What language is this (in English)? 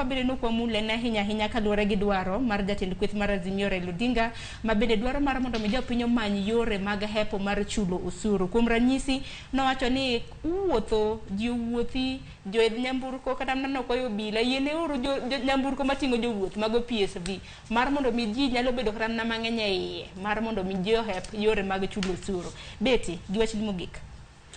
Luo (Kenya and Tanzania)